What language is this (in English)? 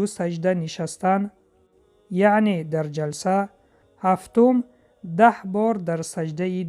Tajik